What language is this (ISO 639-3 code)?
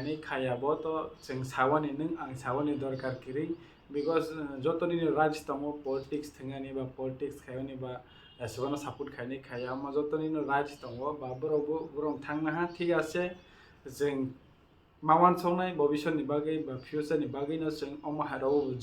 trp